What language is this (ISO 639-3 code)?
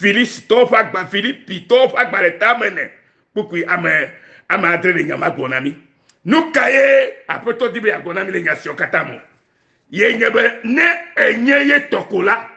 ewe